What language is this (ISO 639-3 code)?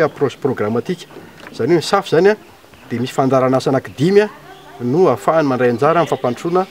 mlg